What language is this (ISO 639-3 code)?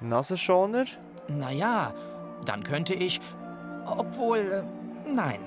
gsw